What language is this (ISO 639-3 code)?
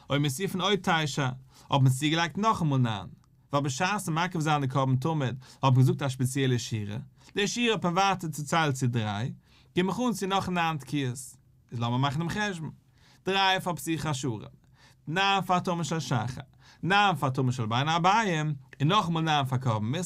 yid